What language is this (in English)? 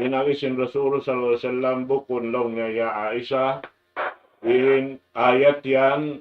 Tausug